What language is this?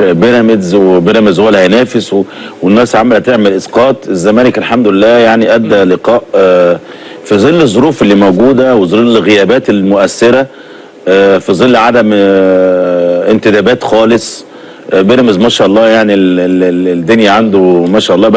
Egyptian Arabic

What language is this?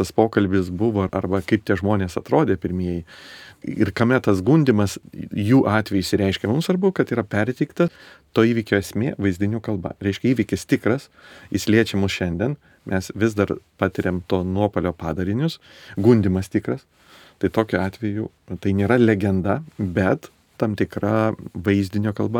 Lithuanian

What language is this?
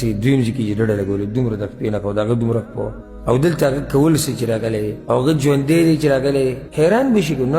Pashto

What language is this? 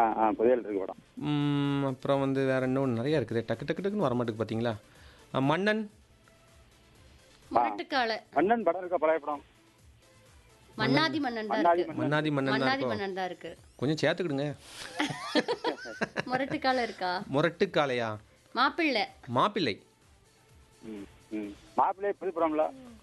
Tamil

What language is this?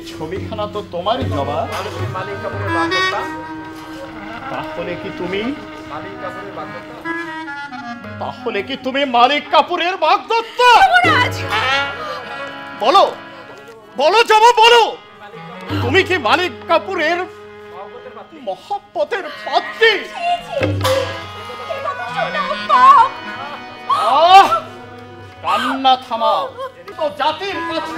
Bangla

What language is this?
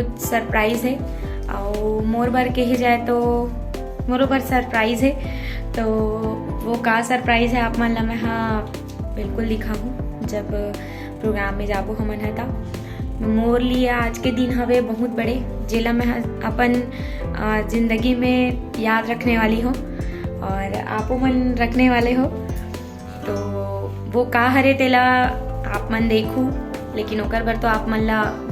Chhattisgarhi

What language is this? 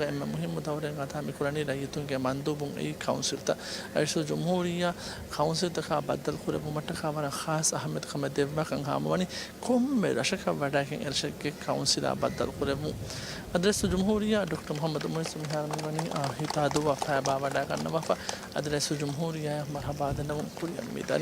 Divehi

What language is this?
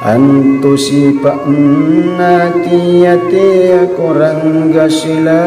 Makasar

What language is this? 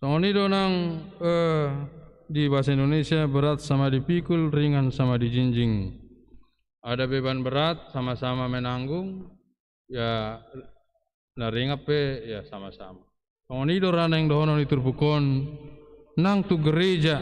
Batak Toba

